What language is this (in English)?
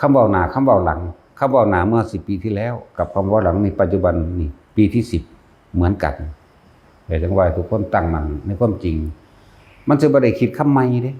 Lao